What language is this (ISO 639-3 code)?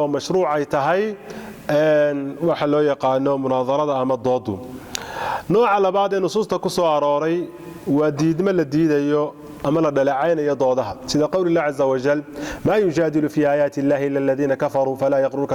som